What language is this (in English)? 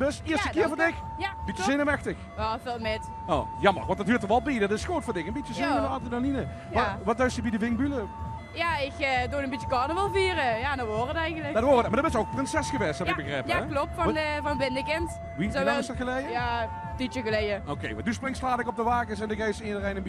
Limburgish